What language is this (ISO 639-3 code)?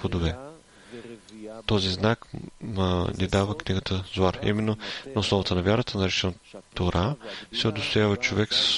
bul